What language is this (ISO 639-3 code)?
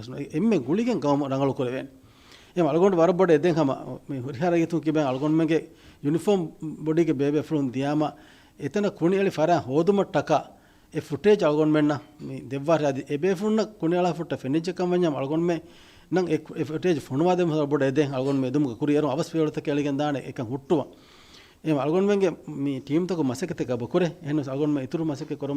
div